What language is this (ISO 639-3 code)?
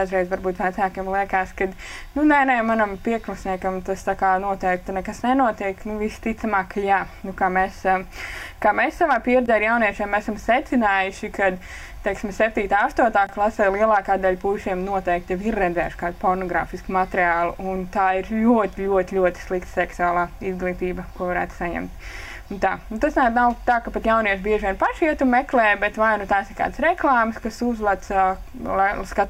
lav